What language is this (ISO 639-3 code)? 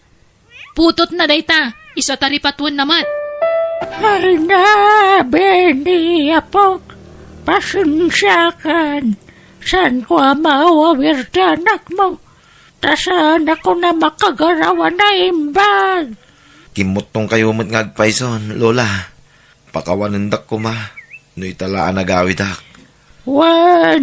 ilo